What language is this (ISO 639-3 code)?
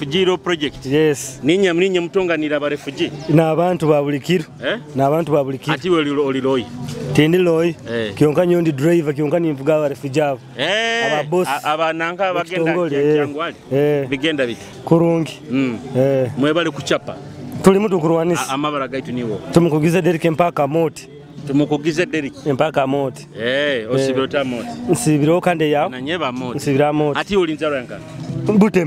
nyo